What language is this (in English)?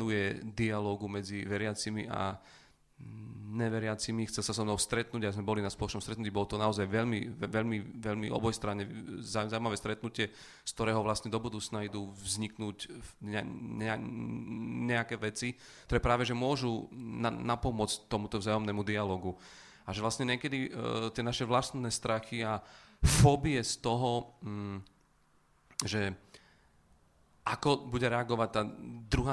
Slovak